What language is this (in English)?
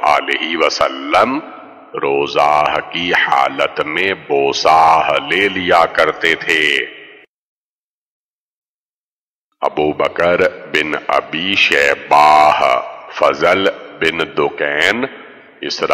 Urdu